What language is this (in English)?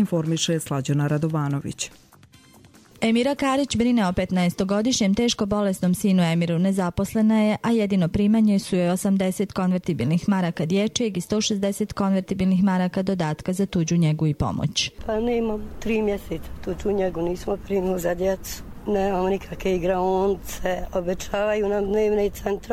Bosnian